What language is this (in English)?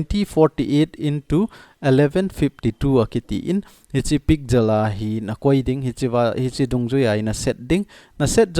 Thado Chin